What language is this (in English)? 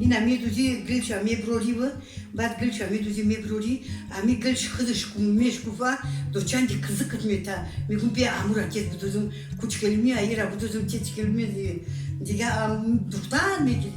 Tajik